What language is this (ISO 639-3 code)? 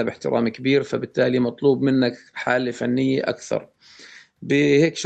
apc